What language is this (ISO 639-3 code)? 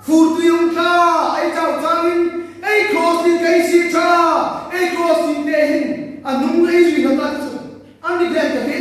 hmr